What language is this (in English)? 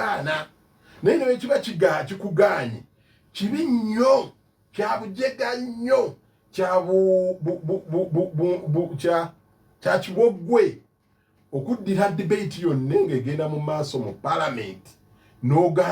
Ganda